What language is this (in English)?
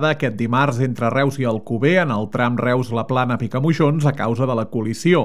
Catalan